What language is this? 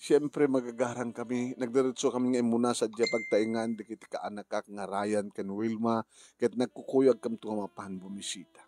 Iloko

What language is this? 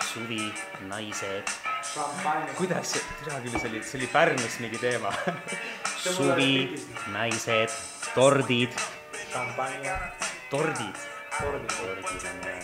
Estonian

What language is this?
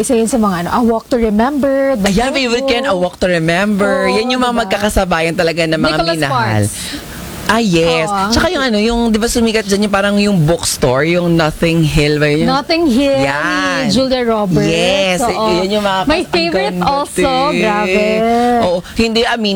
Filipino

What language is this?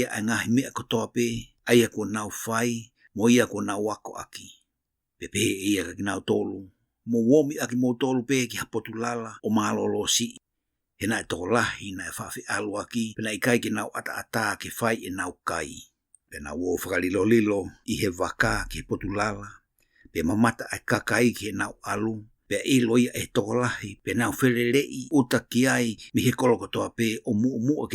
Tongan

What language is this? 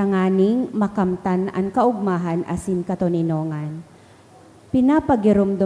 Bikol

